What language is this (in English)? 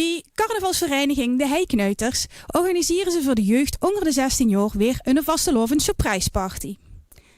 Limburgish